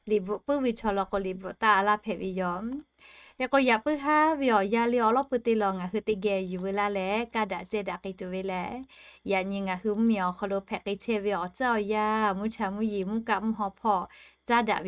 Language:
Lahu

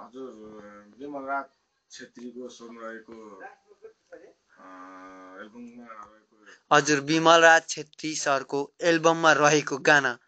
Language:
Nepali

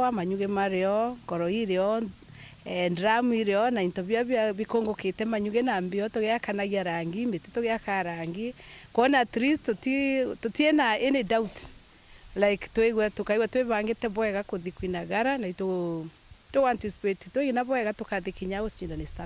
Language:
Meru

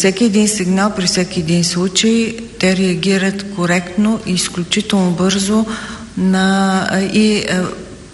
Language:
Bulgarian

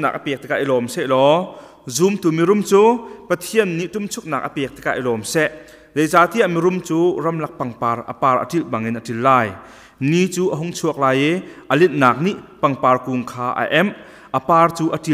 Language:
Hakha Chin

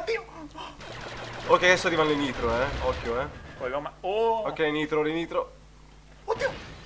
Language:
Italian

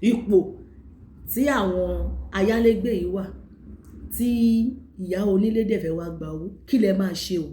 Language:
Yoruba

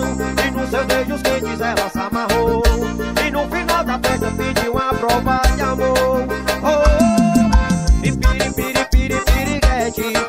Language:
Portuguese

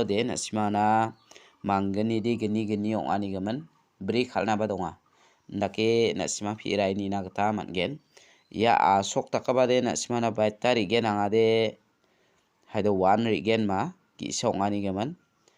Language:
Garo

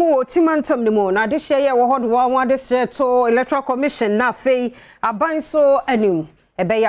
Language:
Akan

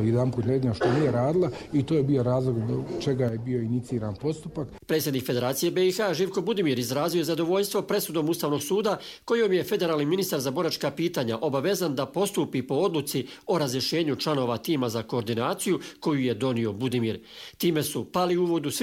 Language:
Croatian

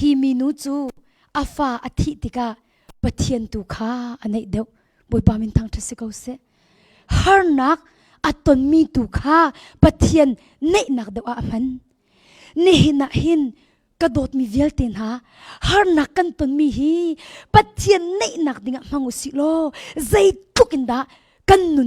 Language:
Hakha Chin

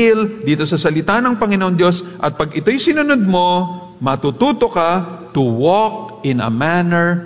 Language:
Filipino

